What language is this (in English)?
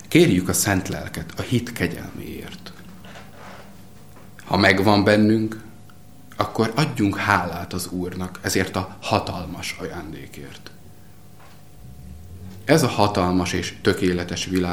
Hungarian